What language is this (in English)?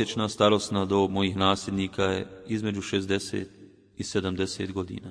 Bosnian